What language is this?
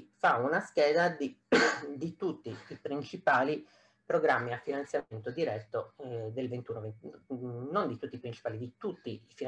Italian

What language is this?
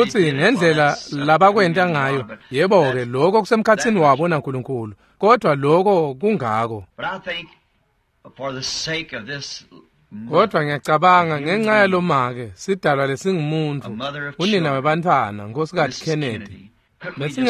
Swati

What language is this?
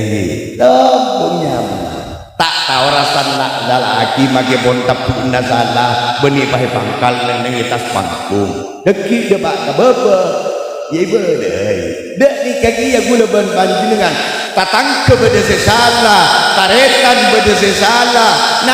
Madurese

